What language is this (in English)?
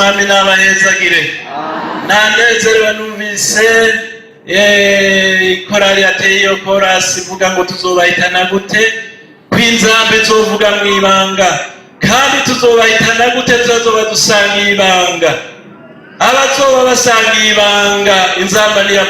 Rundi